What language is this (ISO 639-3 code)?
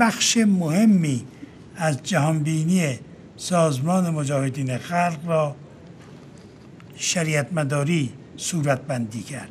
fas